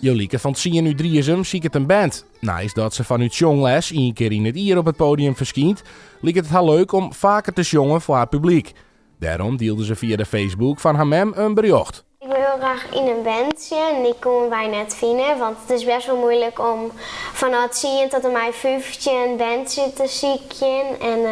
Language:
Western Frisian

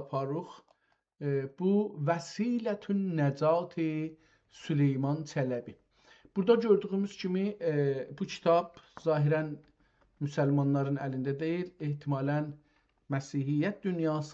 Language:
South Azerbaijani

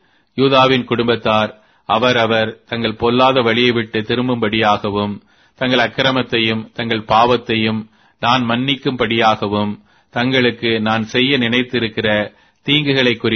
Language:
Tamil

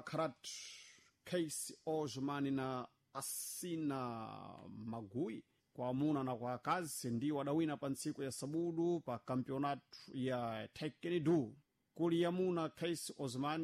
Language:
Sena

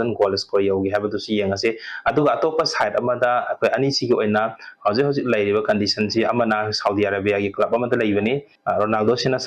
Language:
Manipuri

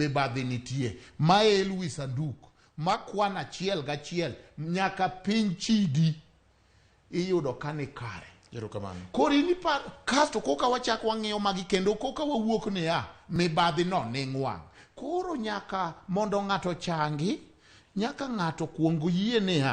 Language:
Luo (Kenya and Tanzania)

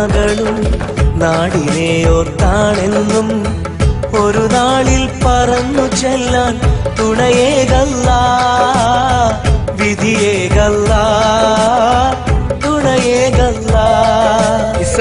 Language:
Malayalam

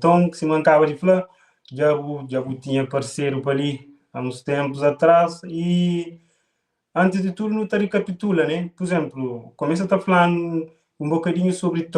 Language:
Kabuverdianu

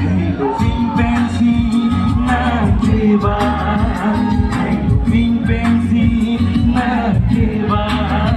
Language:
Karbi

